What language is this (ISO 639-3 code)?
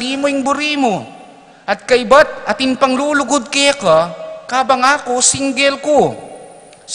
pam